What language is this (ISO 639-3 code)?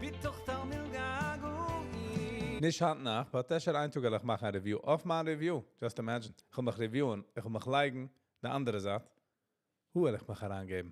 yid